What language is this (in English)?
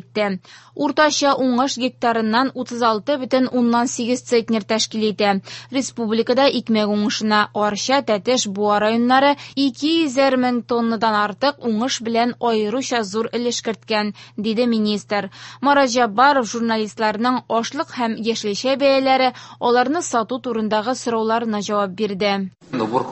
Tatar